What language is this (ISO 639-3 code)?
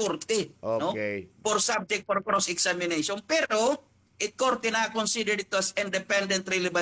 war